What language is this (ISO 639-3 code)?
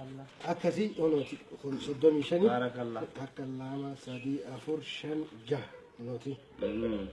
orm